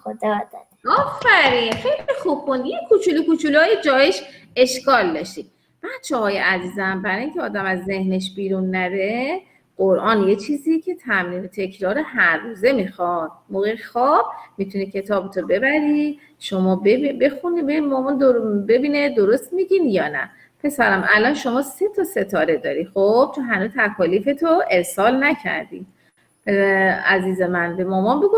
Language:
Persian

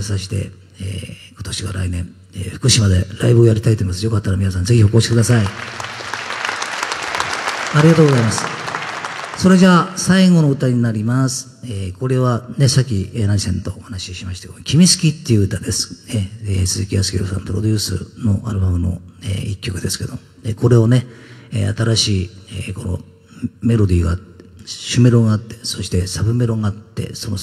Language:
Japanese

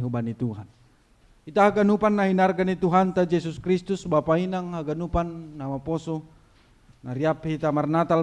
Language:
Batak Simalungun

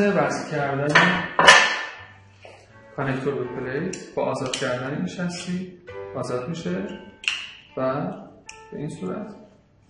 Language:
Persian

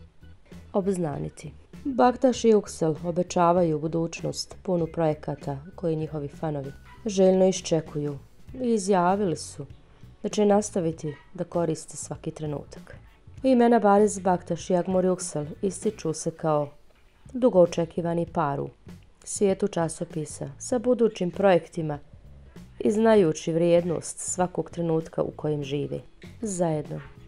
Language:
Bosnian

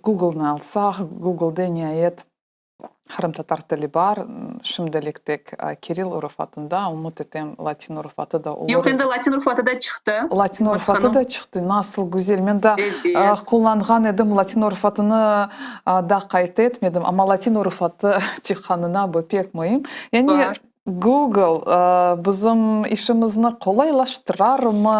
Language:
Crimean Tatar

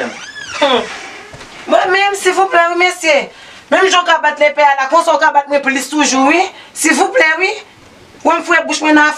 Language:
Haitian Creole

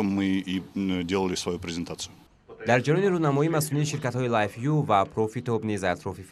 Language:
Tajik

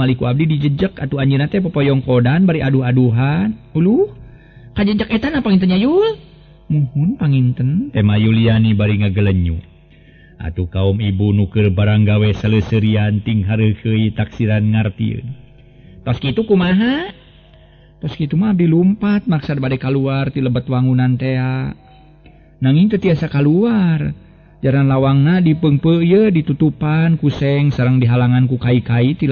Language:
Sundanese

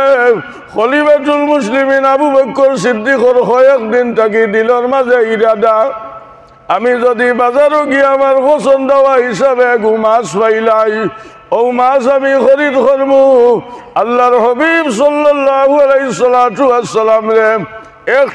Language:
Sylheti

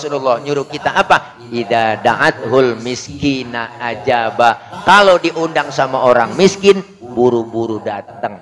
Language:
Betawi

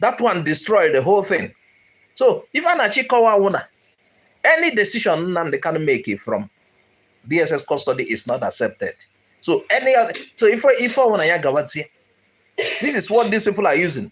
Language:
Igbo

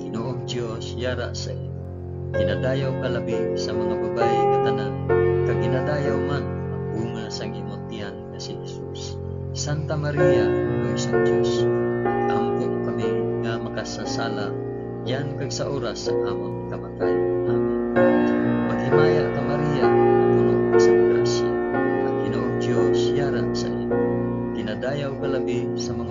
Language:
Hiligaynon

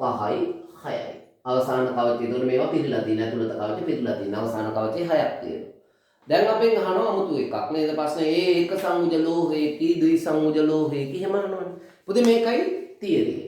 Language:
Sinhala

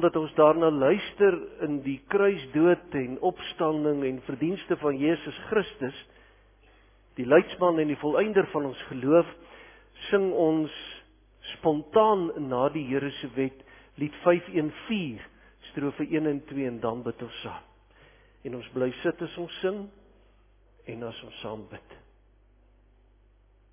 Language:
Afrikaans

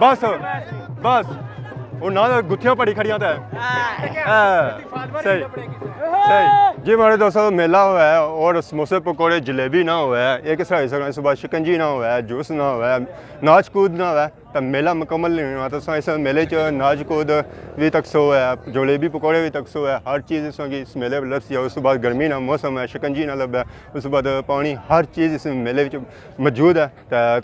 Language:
Pahari-Potwari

